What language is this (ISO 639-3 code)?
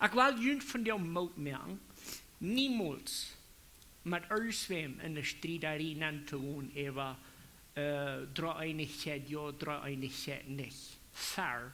pdt